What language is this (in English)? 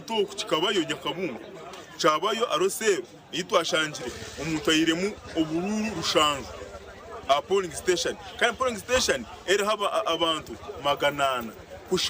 Nyankole